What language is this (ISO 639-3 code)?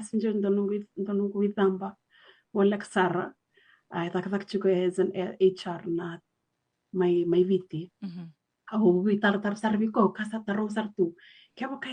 fij